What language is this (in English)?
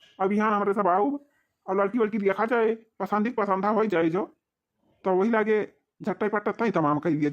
Awadhi